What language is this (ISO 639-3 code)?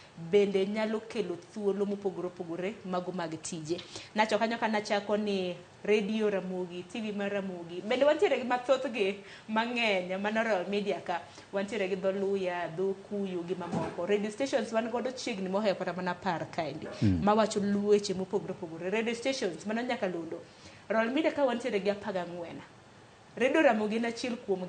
luo